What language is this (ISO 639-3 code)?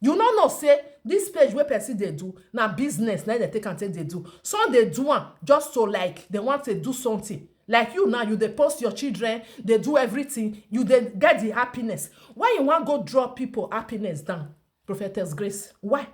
pcm